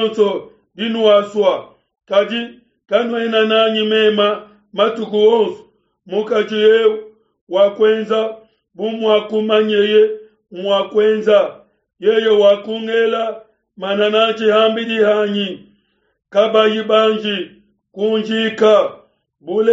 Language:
Luba-Lulua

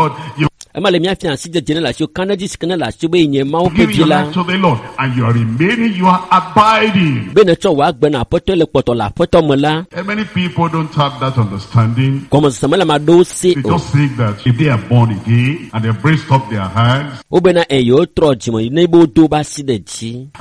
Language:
Ewe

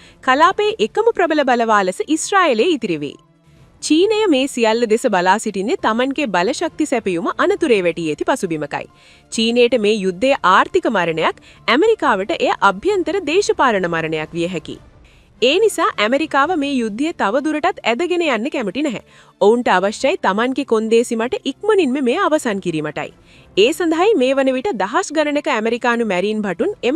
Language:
Sinhala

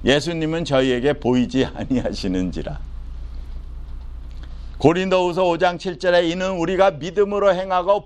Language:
Korean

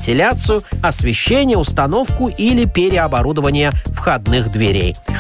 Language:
Russian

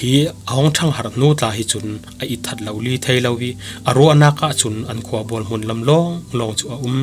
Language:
Falam Chin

